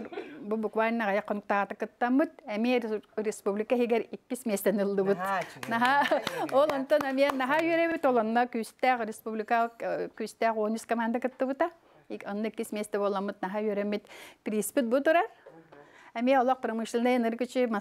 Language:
Yakut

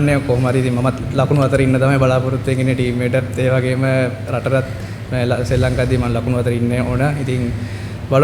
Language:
Sinhala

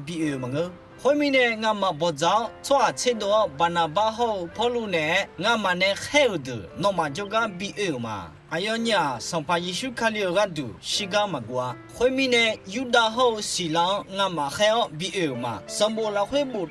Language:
Akha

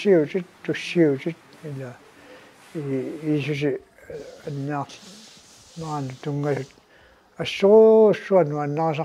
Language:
Kalaallisut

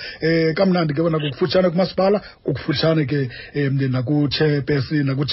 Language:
Xhosa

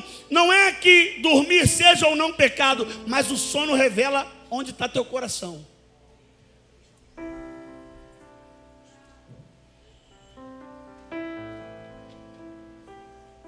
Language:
Portuguese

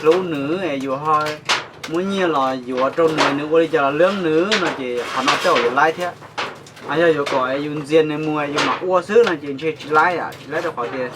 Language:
Hmong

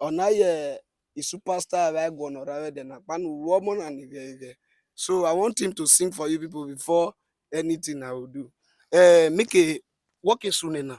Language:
Urhobo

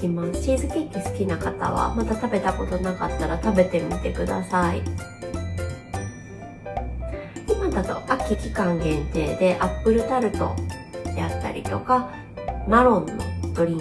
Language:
Japanese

